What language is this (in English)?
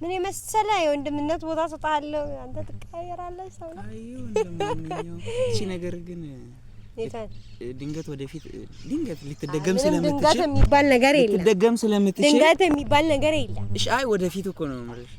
Amharic